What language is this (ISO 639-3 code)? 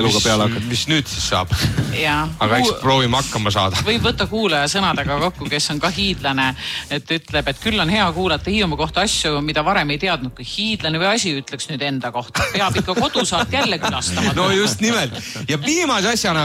est